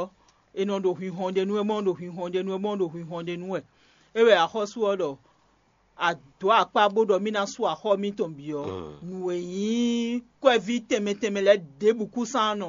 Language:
Fon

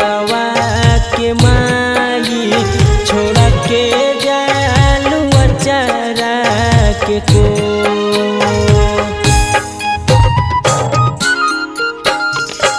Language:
Bhojpuri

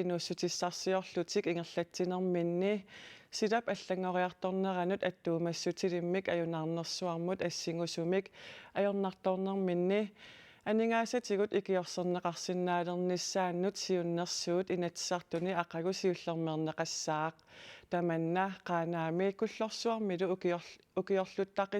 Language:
Kalaallisut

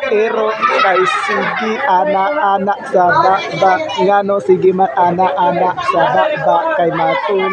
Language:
Cebuano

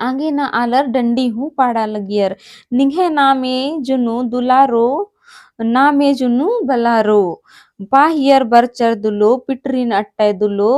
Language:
Kurukh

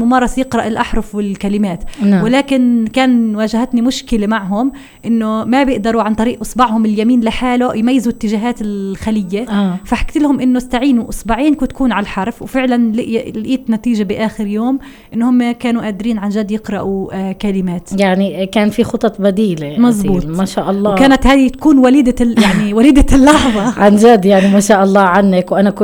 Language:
North Levantine Arabic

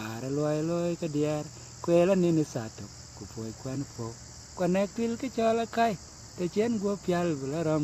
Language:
Dinka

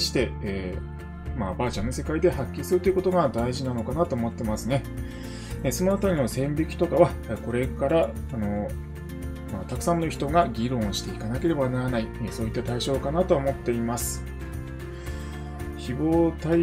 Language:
Japanese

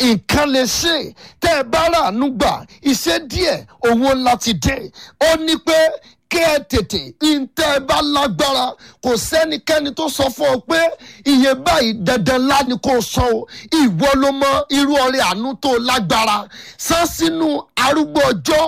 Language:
Yoruba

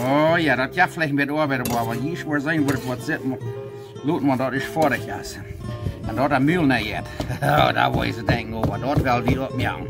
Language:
Plautdietsch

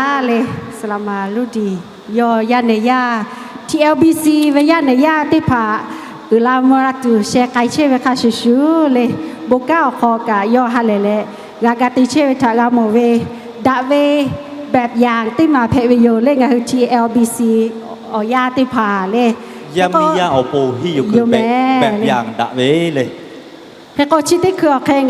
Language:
Lahu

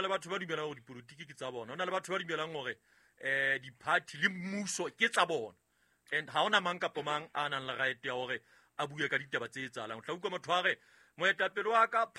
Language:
Southern Sotho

